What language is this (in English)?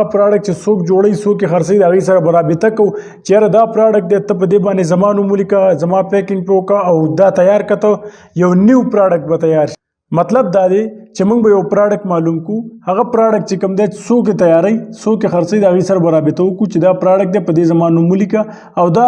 Pashto